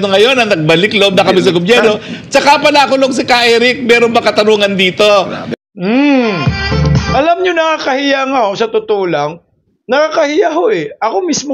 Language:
Filipino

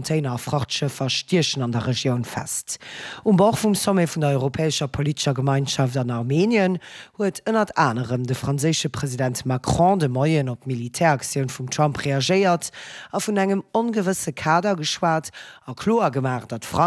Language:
Luxembourgish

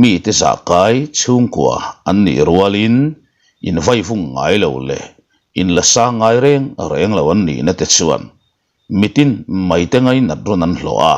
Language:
Mizo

